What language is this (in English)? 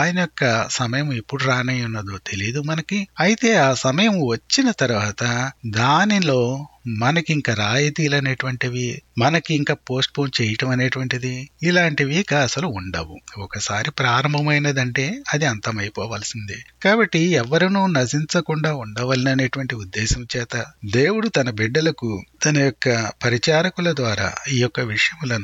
Telugu